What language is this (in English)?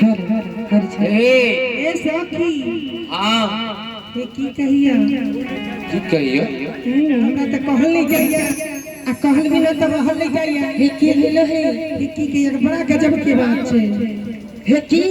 Maithili